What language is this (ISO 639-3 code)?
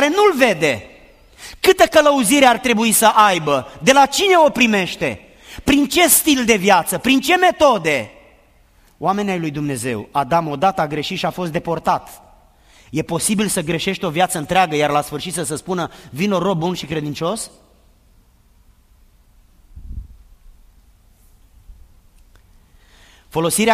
ron